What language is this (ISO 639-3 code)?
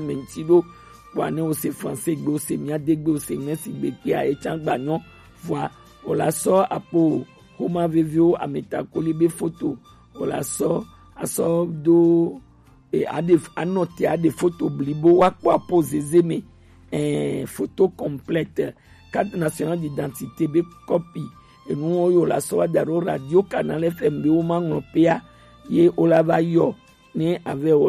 gej